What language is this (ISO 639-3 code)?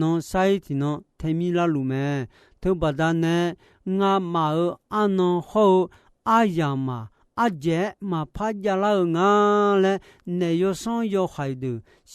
ahk